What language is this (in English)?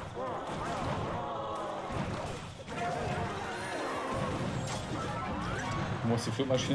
German